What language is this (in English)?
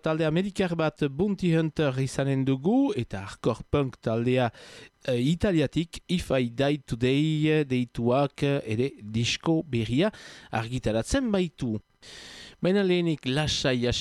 Basque